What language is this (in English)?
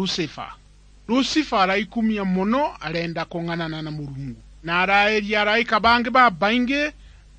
Meru